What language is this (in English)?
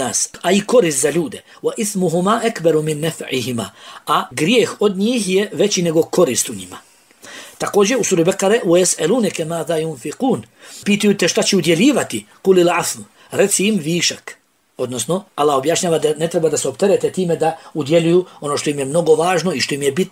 Bosnian